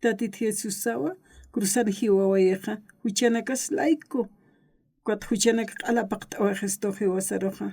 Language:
Aymara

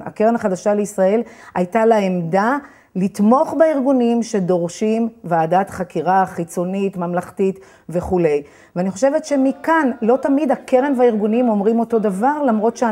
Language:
Hebrew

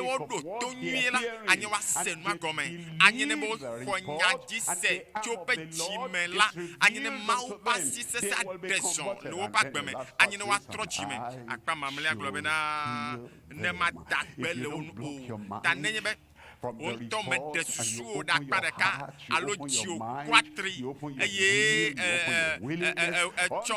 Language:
Ewe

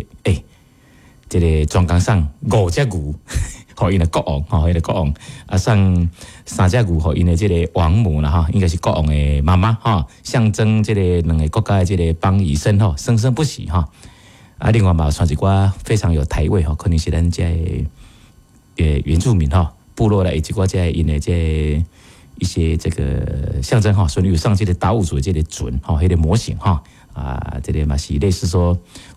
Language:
Min Nan Chinese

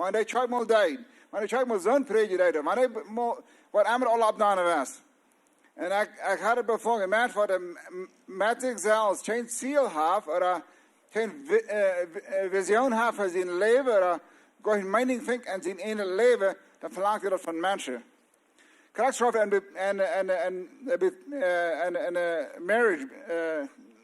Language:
Plautdietsch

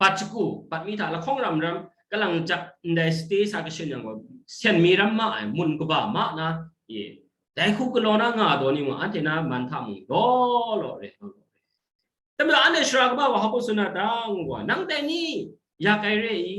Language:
Kachin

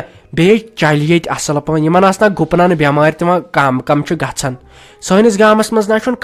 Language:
Kashmiri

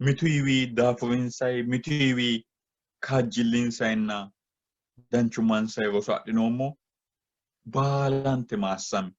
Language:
Sidamo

